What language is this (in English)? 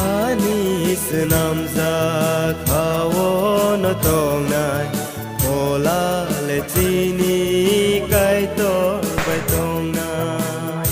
Kok Borok